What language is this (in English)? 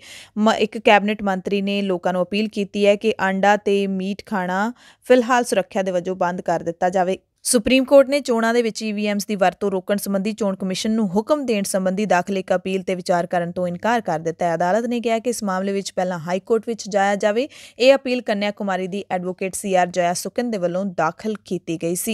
Punjabi